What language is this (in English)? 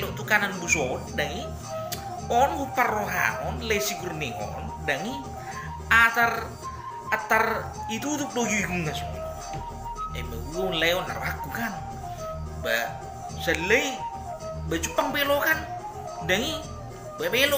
Batak Toba